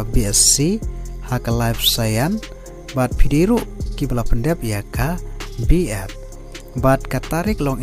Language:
Khasi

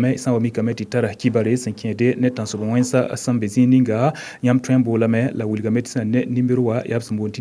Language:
Mossi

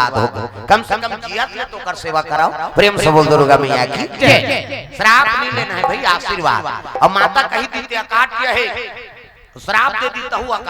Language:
Chhattisgarhi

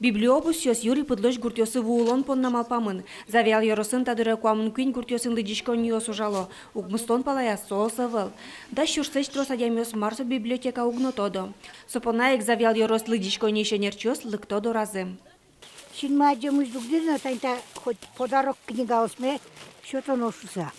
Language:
Udmurt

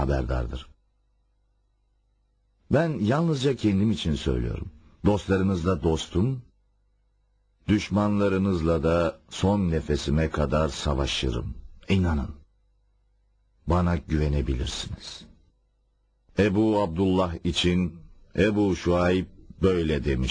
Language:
Turkish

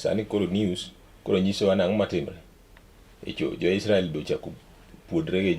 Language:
Luo (Kenya and Tanzania)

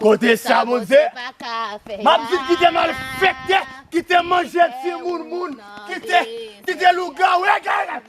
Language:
Haitian Creole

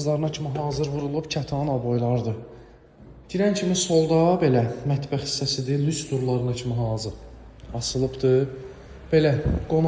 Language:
Azerbaijani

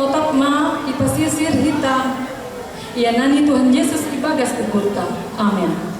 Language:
Batak Simalungun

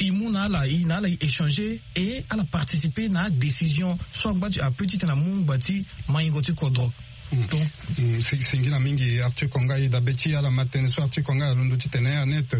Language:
Sango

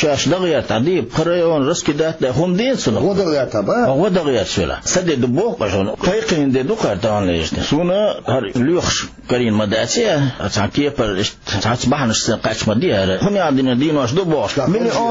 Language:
Chechen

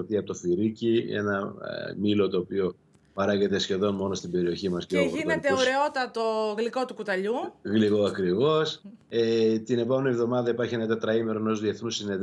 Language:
Greek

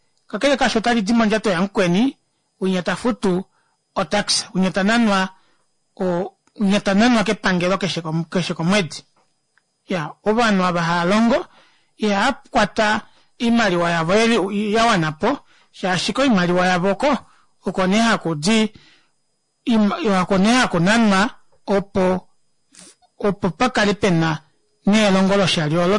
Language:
Kuanyama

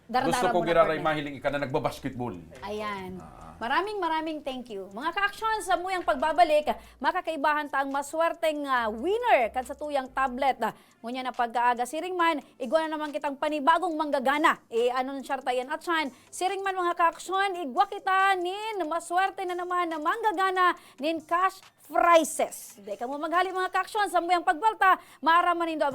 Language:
Bikol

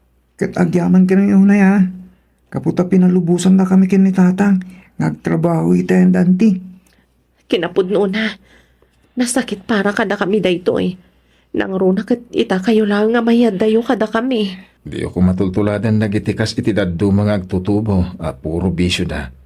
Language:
Iloko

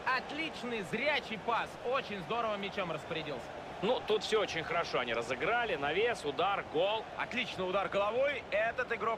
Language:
Russian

